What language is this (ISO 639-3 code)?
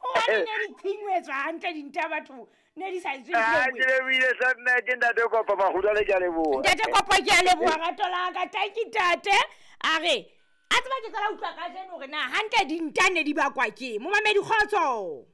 sot